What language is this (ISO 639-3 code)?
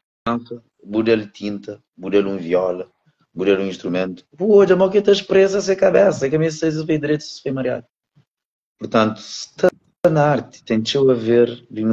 kea